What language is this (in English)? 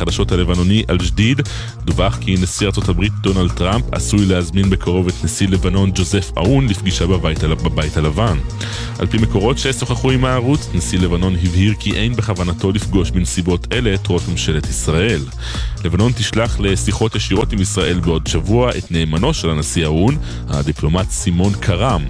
Hebrew